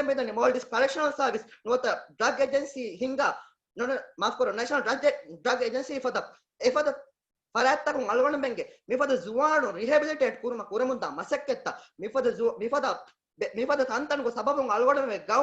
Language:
Divehi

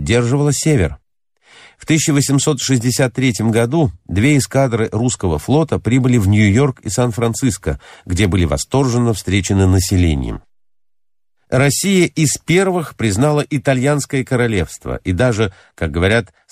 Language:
Russian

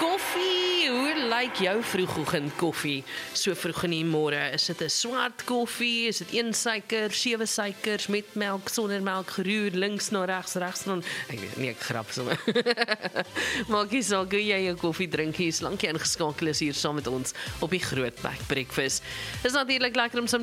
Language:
Afrikaans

